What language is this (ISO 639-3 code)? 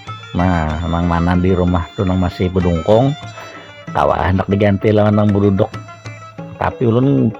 bjn